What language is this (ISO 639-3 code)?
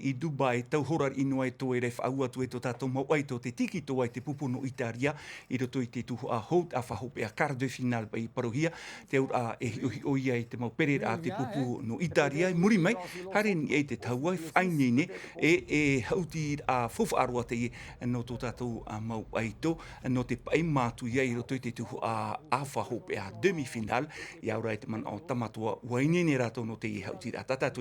tah